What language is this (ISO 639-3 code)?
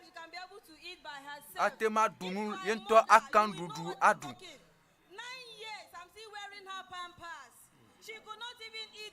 ewe